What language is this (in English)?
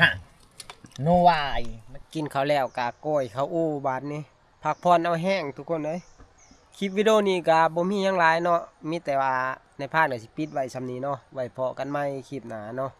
Northeastern Thai